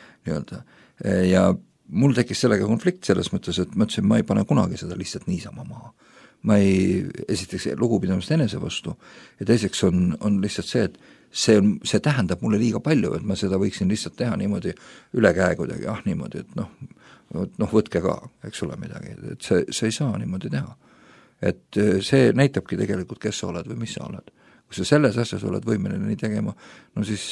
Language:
Estonian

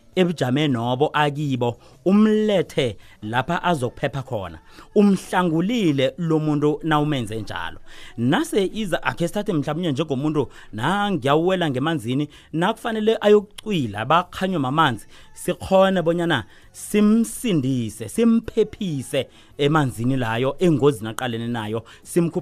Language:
South Ndebele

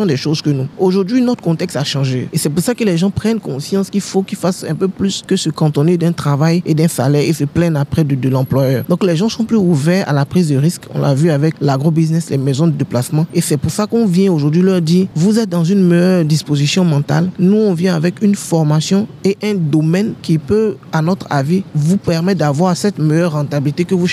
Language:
French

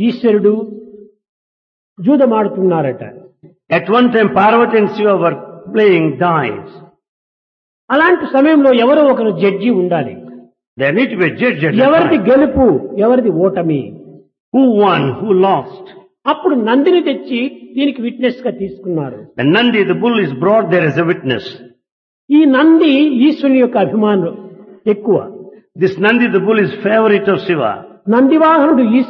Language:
Telugu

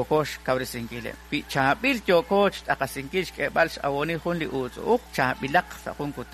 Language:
Kekchí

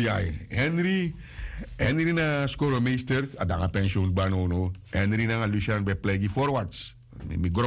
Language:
Sranan Tongo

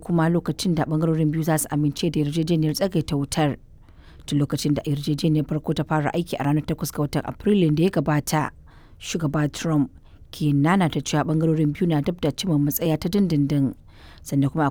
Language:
Hausa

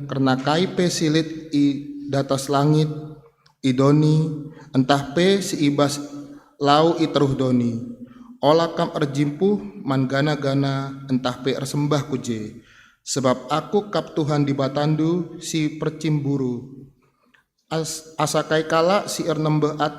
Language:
Batak Karo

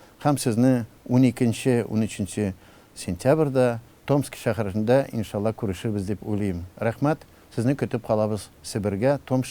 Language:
Tatar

